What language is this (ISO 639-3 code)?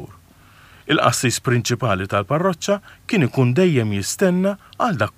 mlt